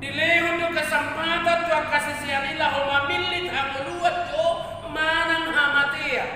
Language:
Batak Toba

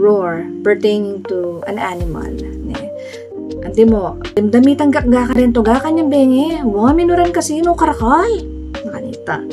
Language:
Pampanga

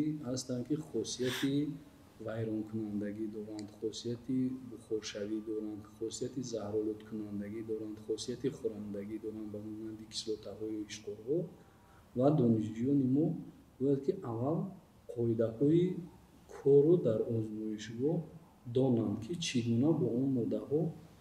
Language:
Tajik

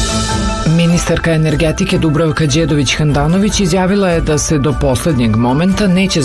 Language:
Serbian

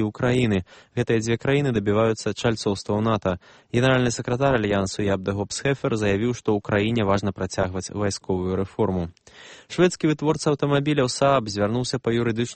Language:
Belarusian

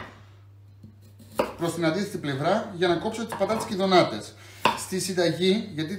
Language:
Greek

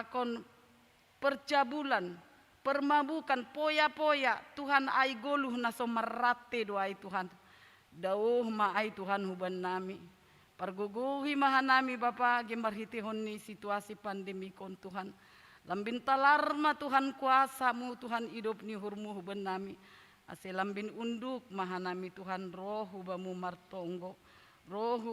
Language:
Batak Simalungun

